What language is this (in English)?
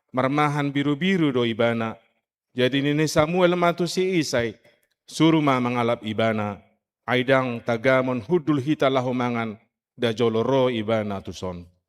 Batak Toba